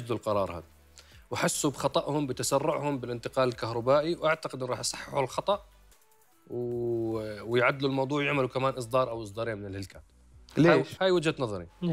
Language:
Mesopotamian Arabic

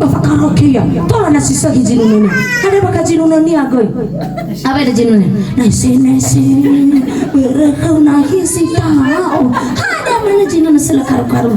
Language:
Nias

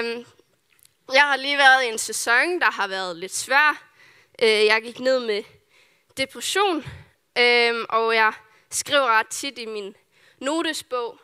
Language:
Danish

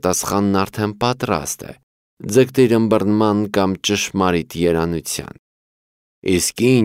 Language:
Armenian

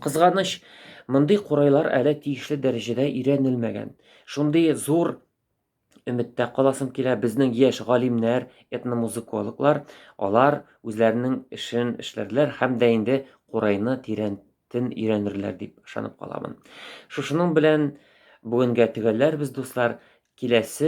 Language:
Tatar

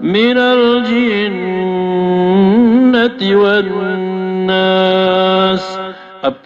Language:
Maranao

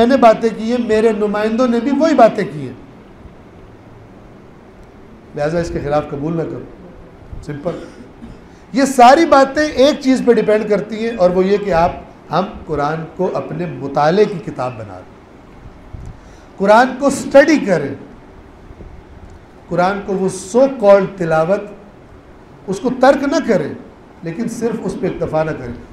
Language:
Urdu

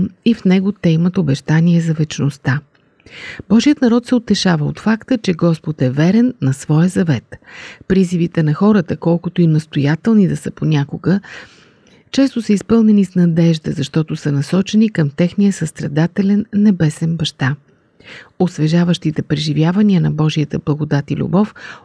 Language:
Bulgarian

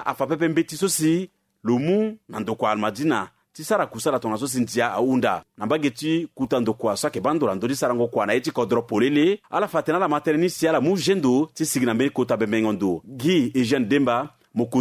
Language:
Sango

